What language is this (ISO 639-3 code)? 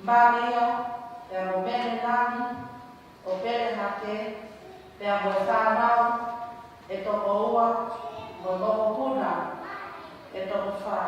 ton